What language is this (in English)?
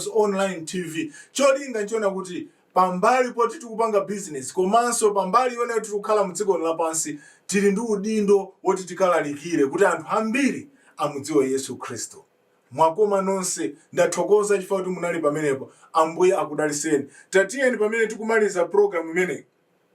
Nyanja